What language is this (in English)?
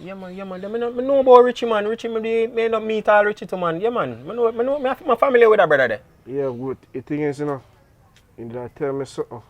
Jamaican Creole English